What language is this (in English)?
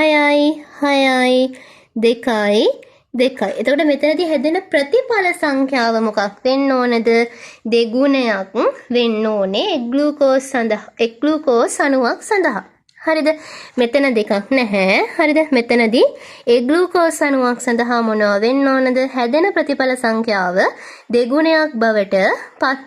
Sinhala